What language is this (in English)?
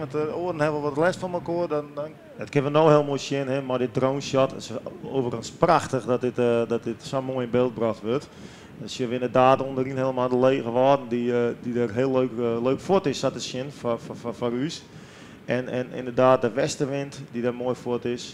Western Frisian